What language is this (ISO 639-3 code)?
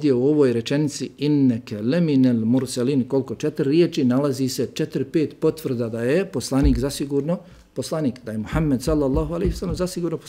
bos